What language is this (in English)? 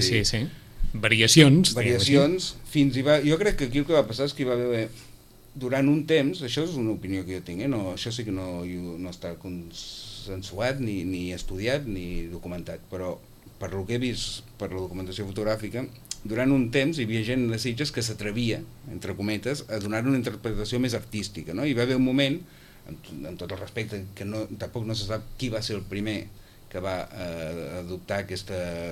Catalan